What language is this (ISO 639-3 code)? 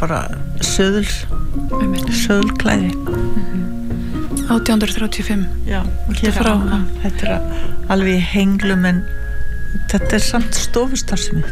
isl